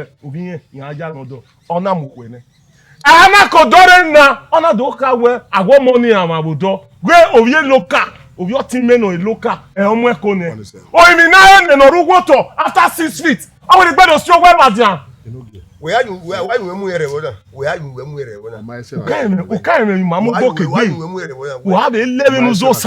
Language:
Bini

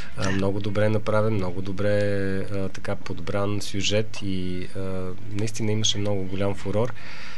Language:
Bulgarian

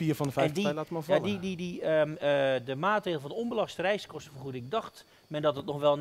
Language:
Dutch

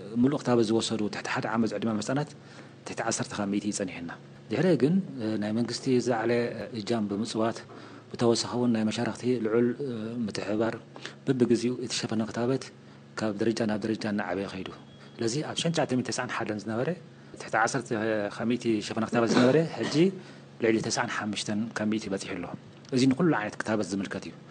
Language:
Tigrinya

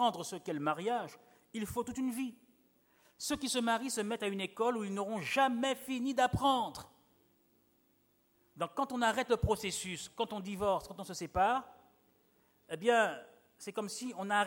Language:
French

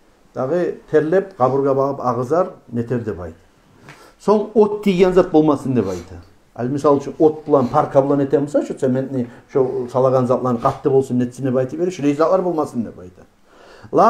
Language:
Kumyk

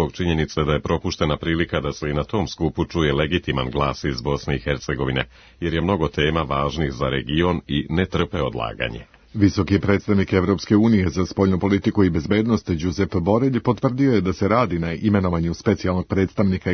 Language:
Serbian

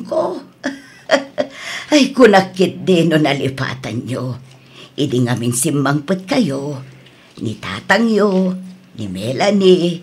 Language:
Iloko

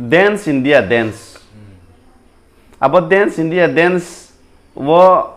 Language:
Riang (India)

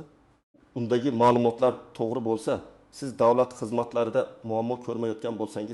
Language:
Uzbek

